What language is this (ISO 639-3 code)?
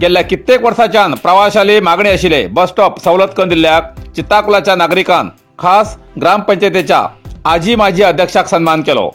kok